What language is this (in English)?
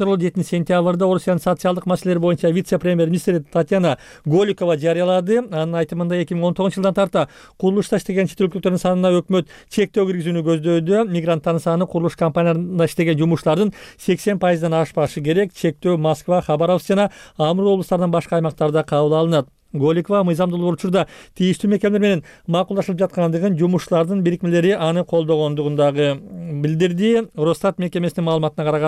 Kyrgyz